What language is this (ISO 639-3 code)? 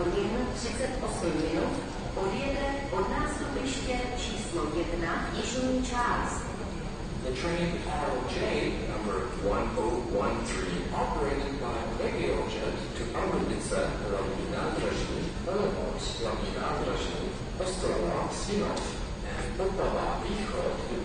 ces